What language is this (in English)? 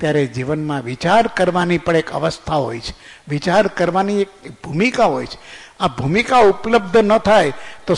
Gujarati